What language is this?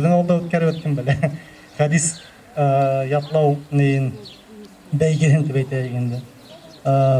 Bashkir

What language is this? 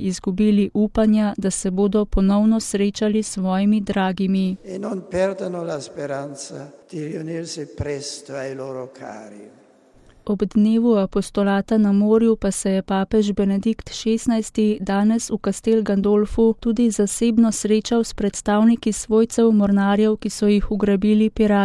Slovenian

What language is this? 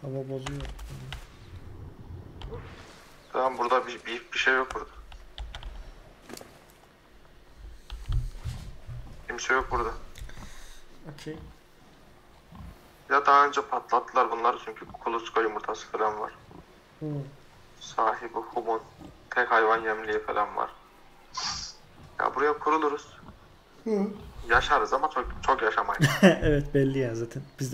Turkish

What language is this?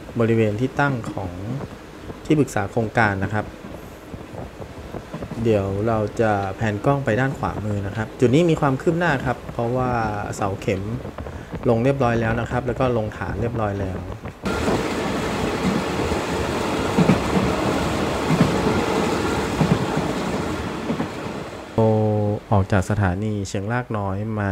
Thai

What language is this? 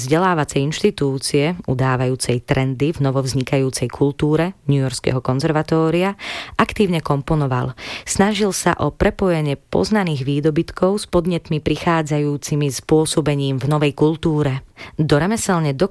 Slovak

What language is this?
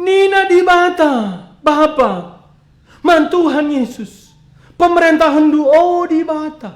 Batak Karo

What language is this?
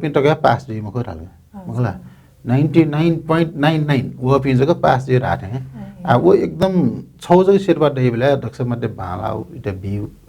Newari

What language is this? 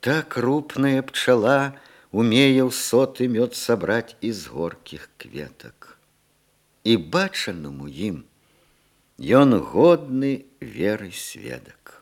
Belarusian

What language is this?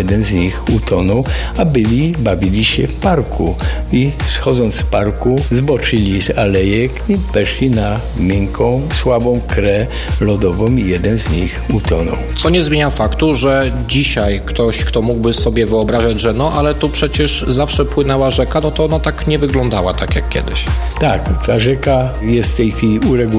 Polish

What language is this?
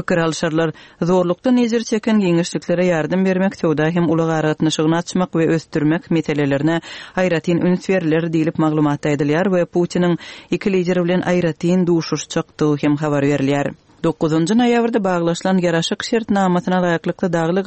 Kyrgyz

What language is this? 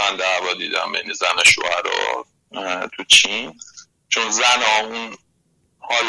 Persian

